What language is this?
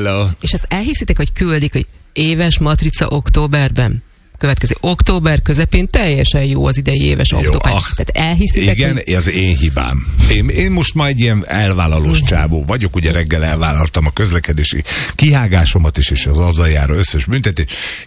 Hungarian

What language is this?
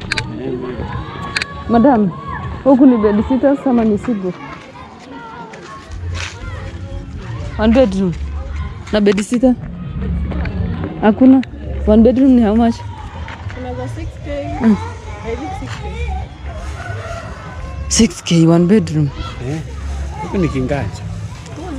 Swahili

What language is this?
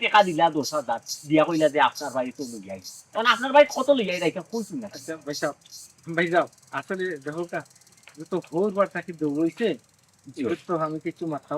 Sylheti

